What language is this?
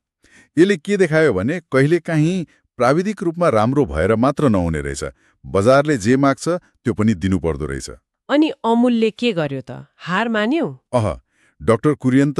Nepali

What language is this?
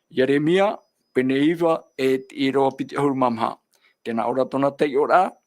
Tahitian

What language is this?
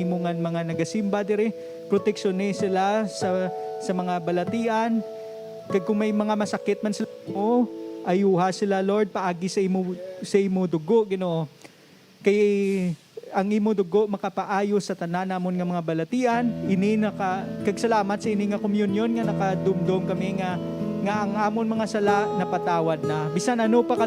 Hiligaynon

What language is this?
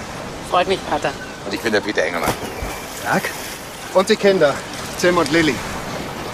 German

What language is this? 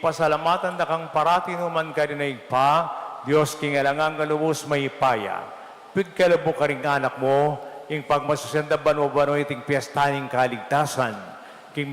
Pampanga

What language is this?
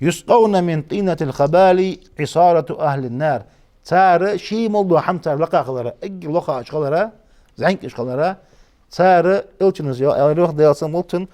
Ingush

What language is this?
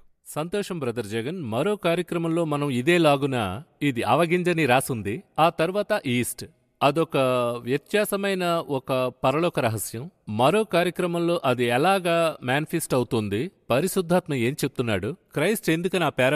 Telugu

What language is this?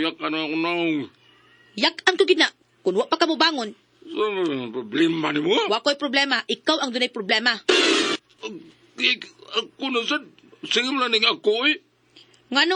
Cebuano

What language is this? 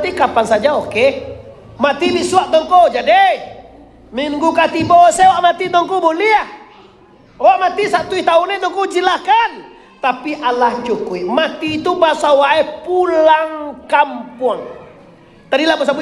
Minangkabau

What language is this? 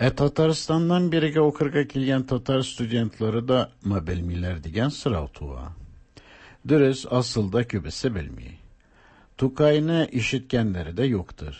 Tatar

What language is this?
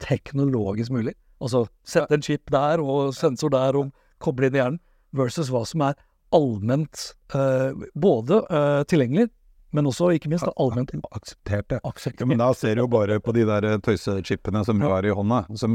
Norwegian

